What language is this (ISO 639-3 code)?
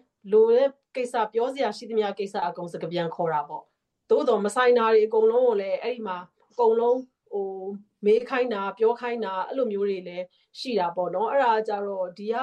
mya